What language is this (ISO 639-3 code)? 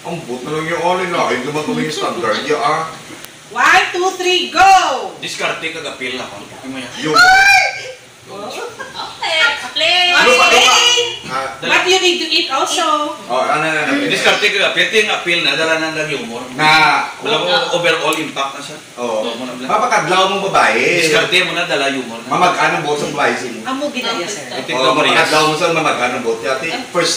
hil